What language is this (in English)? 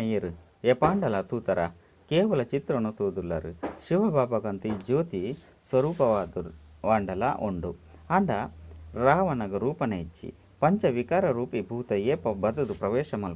Tulu